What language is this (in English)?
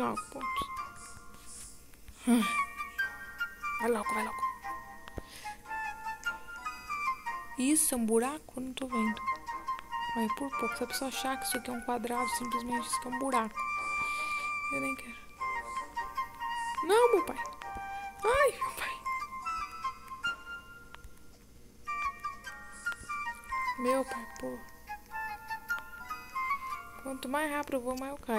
Portuguese